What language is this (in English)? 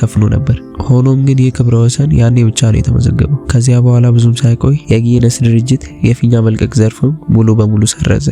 Amharic